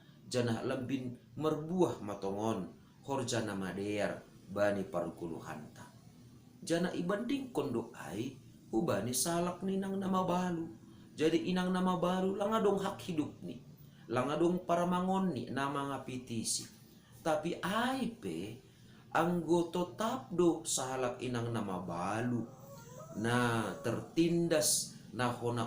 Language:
Batak Simalungun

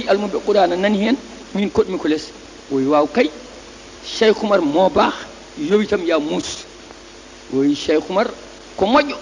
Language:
Fula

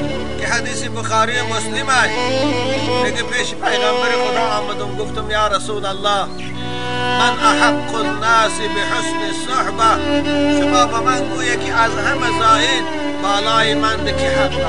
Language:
Tajik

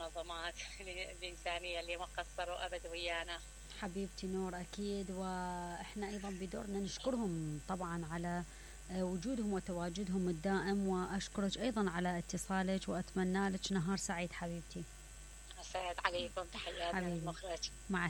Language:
Mesopotamian Arabic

